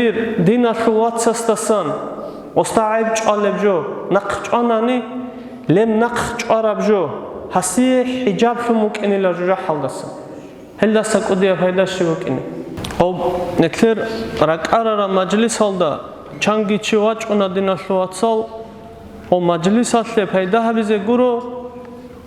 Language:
Avaric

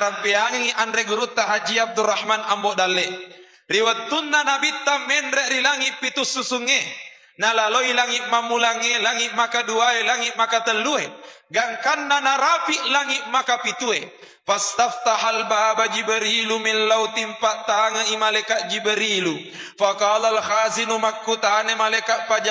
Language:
Buginese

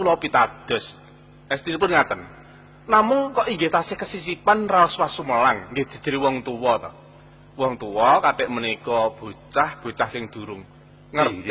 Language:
Javanese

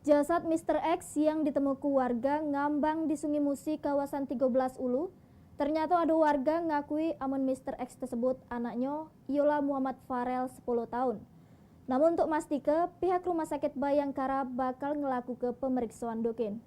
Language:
Musi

